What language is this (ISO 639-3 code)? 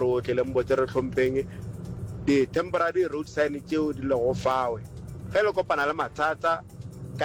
nso